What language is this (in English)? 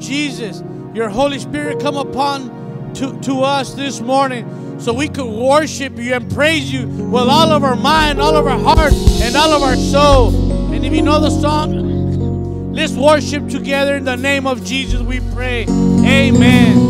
English